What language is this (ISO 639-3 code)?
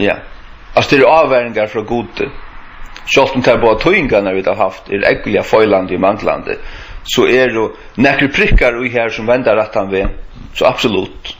fao